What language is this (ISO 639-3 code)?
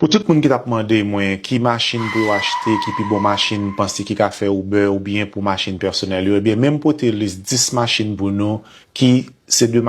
hat